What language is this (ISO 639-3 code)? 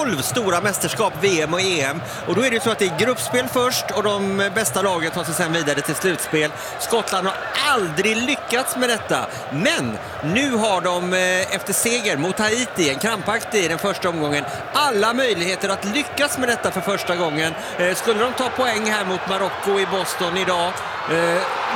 swe